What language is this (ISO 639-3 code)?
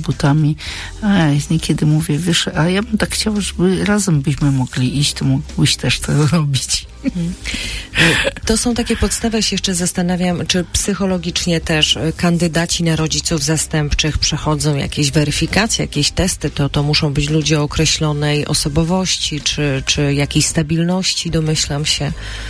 pol